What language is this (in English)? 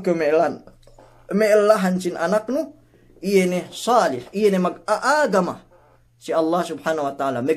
Yakan